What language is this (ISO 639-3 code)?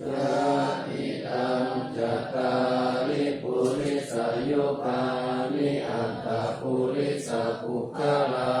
pli